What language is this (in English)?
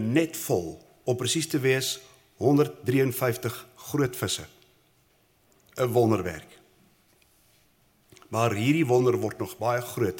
Afrikaans